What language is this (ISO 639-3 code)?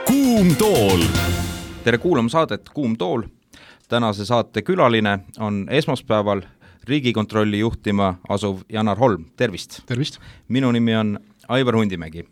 est